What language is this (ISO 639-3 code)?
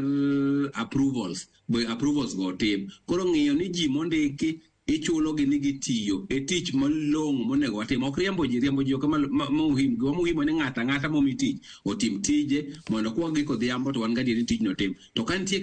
luo